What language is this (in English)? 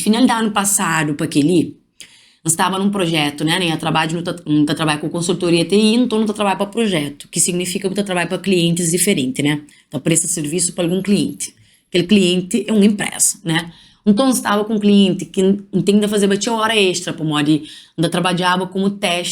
Kabuverdianu